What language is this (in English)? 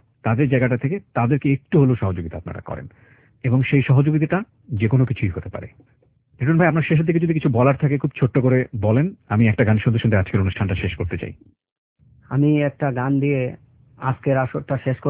Bangla